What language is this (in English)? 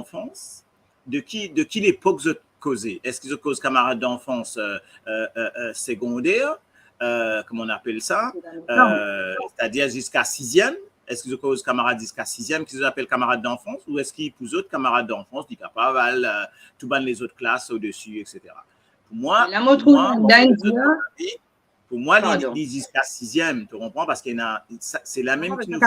Morisyen